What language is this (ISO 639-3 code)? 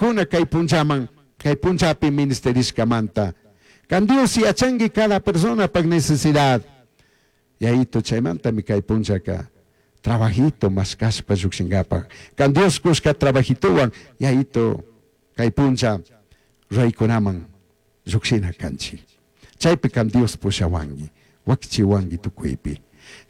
qug